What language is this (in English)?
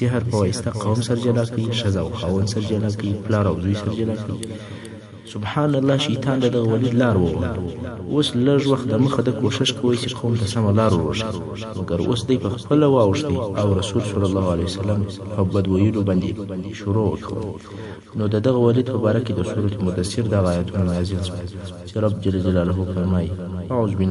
Pashto